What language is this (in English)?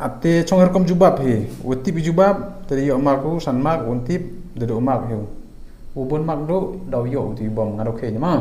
Khasi